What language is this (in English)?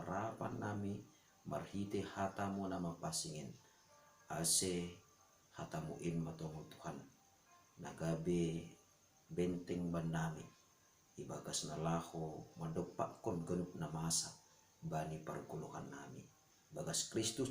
Batak Simalungun